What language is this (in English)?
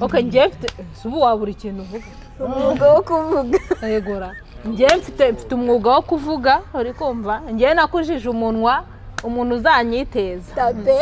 Kinyarwanda